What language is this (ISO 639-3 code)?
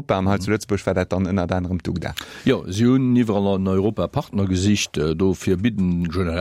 ltz